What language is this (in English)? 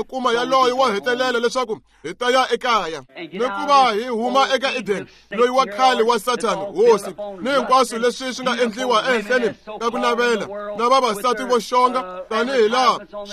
Tsonga